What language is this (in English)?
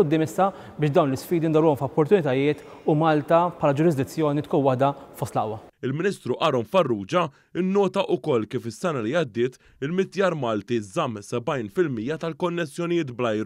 Maltese